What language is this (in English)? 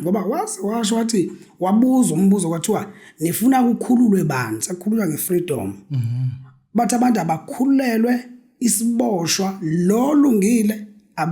Zulu